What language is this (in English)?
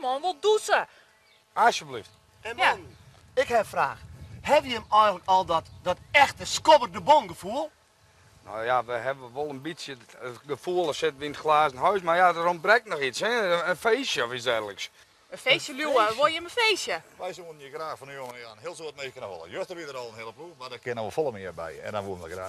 Western Frisian